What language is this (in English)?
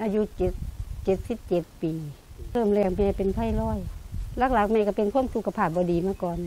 Lao